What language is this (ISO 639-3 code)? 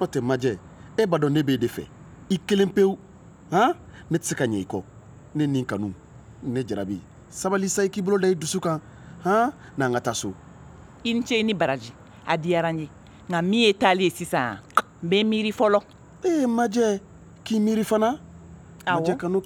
bam